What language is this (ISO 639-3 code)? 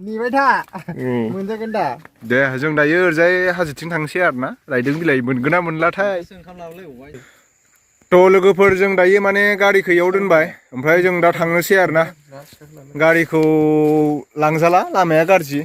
brx